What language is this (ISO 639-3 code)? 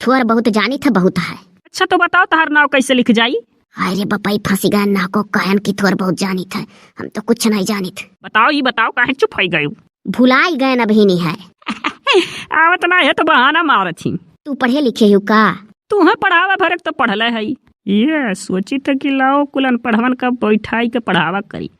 awa